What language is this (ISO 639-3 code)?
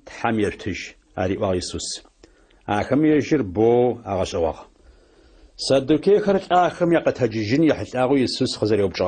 ady